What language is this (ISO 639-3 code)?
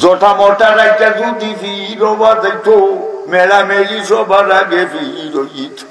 syl